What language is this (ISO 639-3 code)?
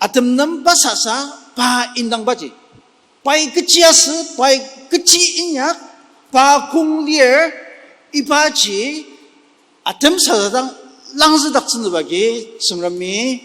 njo